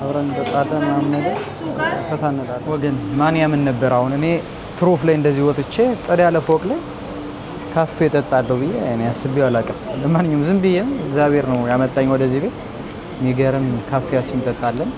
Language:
Amharic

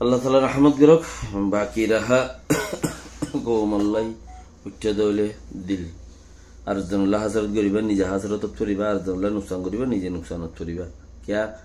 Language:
Rohingya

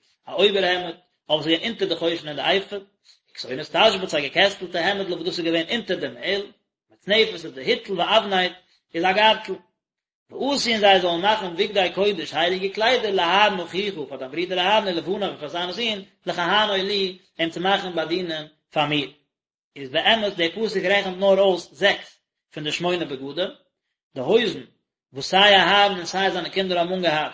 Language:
Yiddish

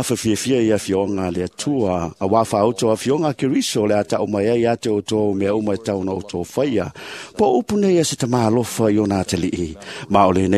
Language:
Samoan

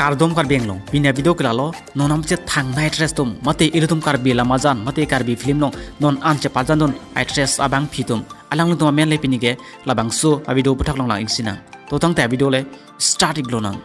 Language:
Karbi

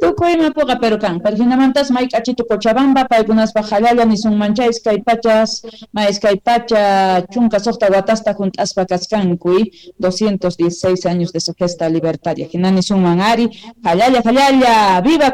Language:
South Bolivian Quechua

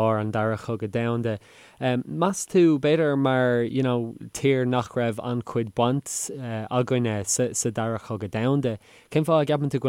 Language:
Irish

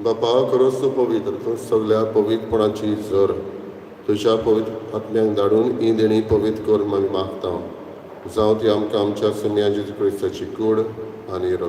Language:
Konkani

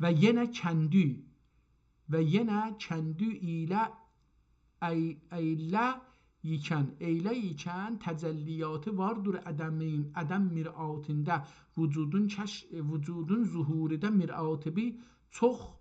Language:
South Azerbaijani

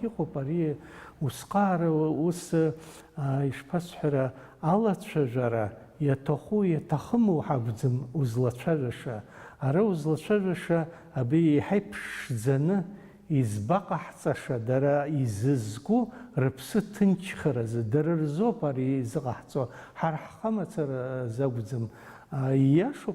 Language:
Abkhazian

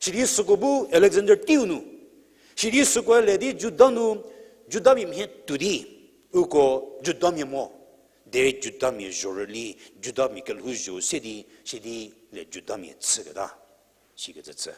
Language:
Angami Naga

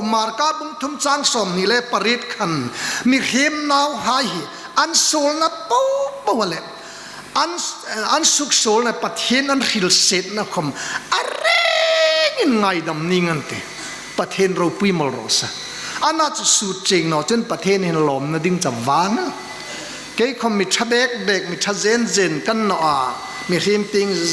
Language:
Hmar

